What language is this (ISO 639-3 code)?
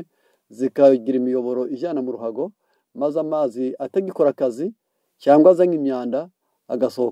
kin